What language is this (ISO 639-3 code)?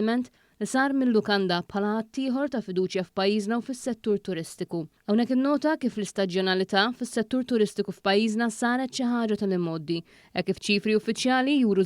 mlt